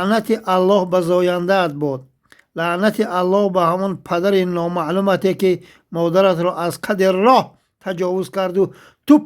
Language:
Tajik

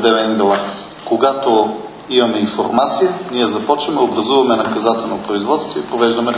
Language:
Bulgarian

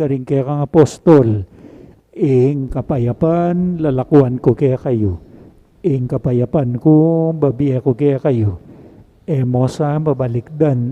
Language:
Pampanga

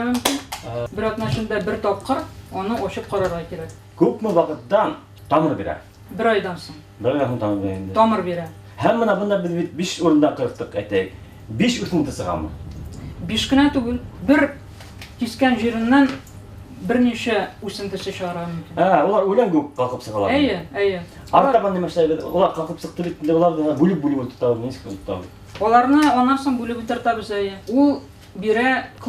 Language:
Bashkir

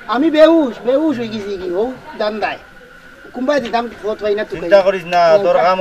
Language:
Sylheti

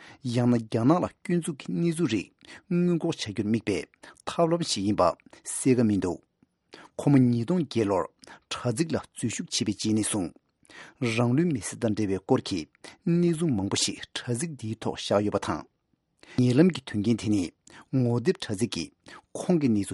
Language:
Tibetan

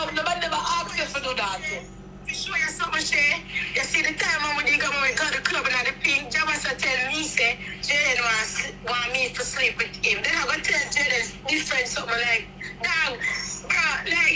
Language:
Jamaican Creole English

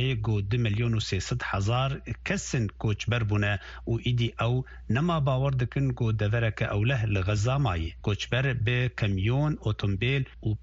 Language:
Kurdish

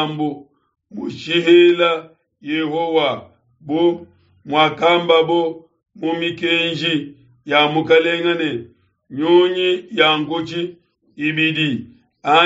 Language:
Luba-Lulua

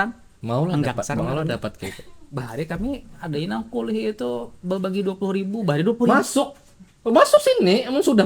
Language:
Banjar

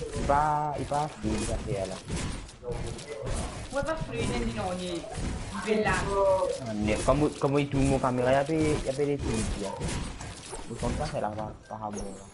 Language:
Morisyen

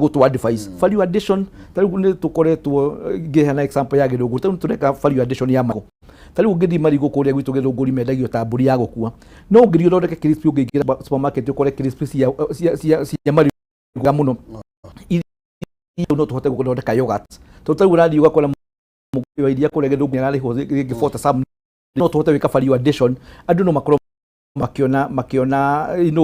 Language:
Kikuyu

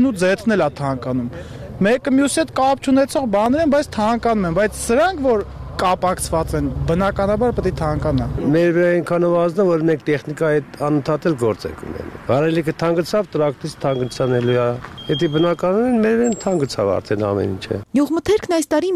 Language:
Armenian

